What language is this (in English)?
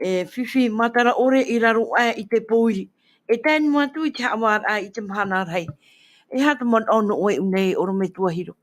Tahitian